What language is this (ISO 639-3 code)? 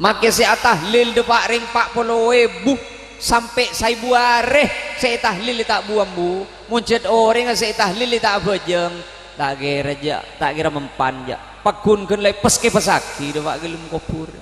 mad